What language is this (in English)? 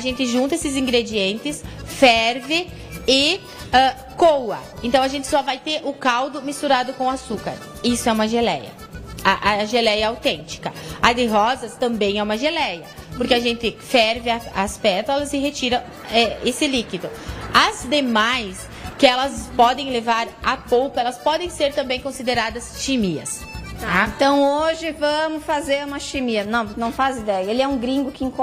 Portuguese